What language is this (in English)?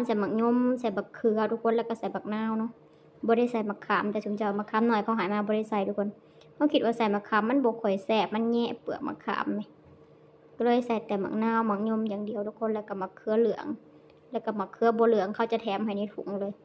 Lao